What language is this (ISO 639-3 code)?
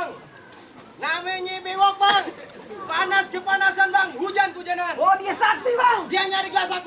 bew